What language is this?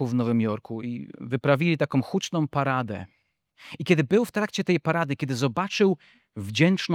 Polish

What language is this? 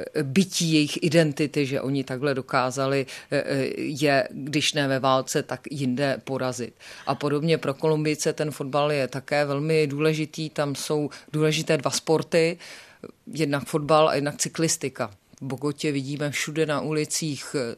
Czech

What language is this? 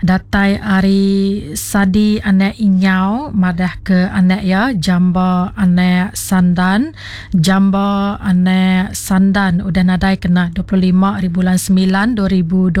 Iban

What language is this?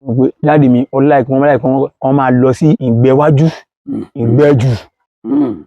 Yoruba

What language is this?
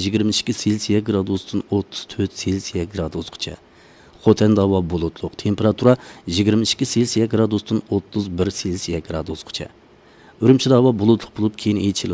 Uyghur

